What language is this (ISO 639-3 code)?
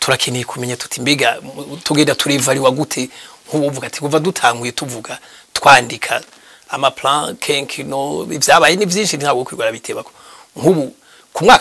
run